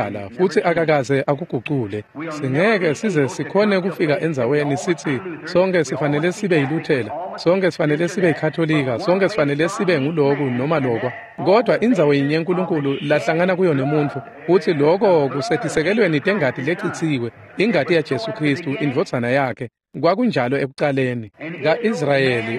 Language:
Swati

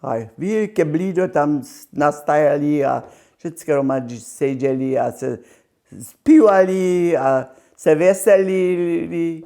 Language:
Upper Sorbian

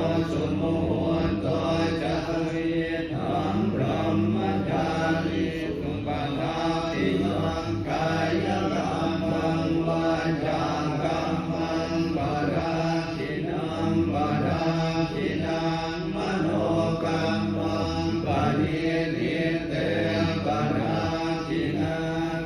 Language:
Pali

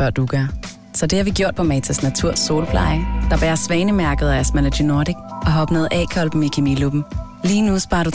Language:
Danish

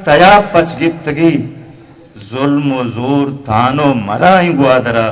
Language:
Eastern Balochi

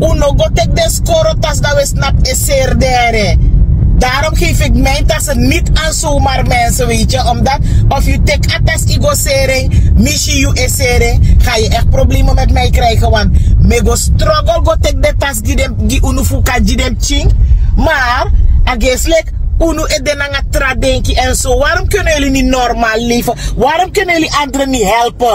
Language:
Sranan Tongo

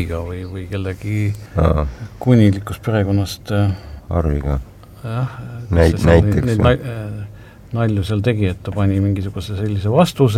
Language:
Estonian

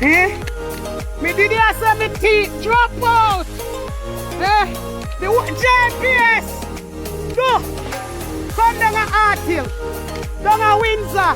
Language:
Jamaican Creole English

